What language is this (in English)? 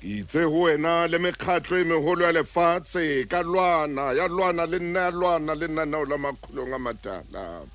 Southern Sotho